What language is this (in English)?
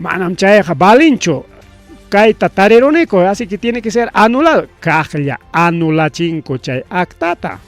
Ayacucho Quechua